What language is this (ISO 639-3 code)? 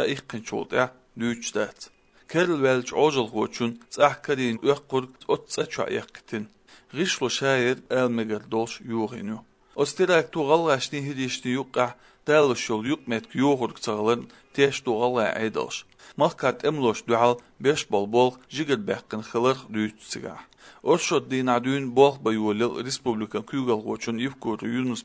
che